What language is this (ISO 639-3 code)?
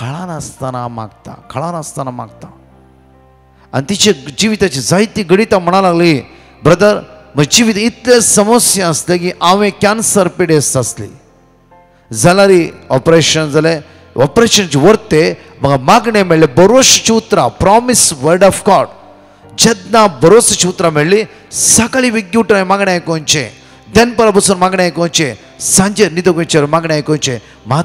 kok